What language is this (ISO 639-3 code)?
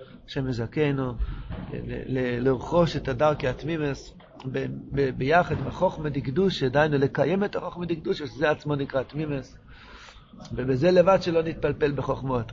heb